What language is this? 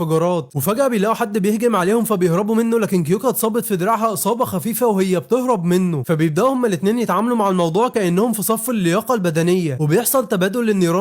Egyptian Arabic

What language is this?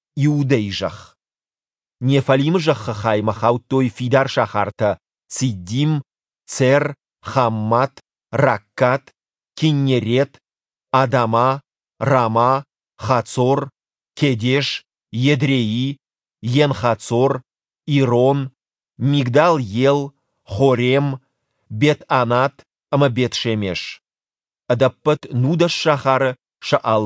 Ossetic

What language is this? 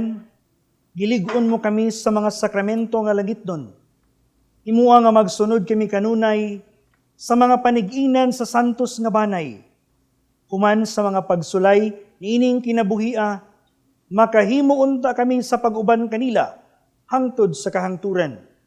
Cebuano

